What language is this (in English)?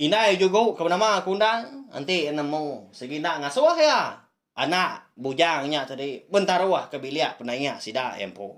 Iban